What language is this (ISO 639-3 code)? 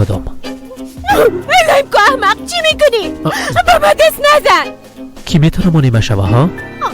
fas